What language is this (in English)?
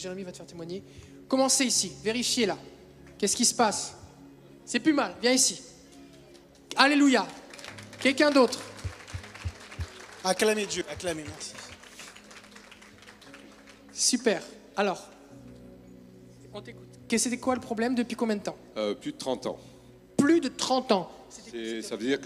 French